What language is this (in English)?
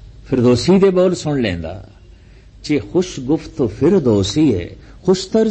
Punjabi